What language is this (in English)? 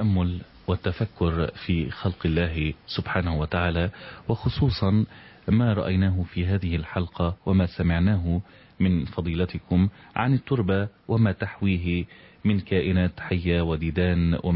Arabic